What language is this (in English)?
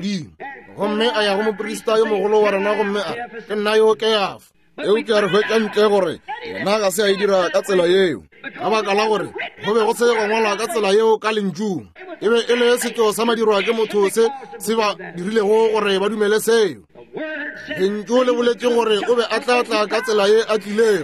Northern Sotho